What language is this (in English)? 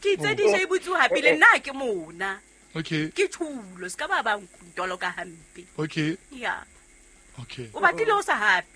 Southern Sotho